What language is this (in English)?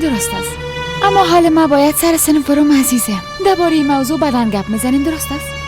Persian